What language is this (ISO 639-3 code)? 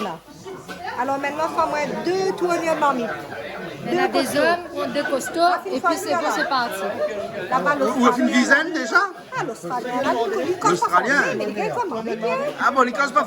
rcf